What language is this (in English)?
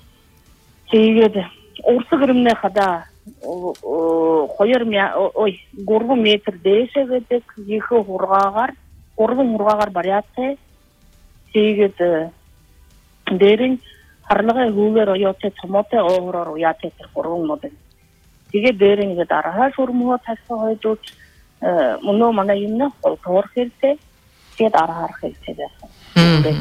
Buriat